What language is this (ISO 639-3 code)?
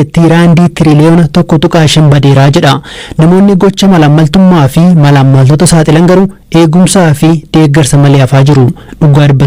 orm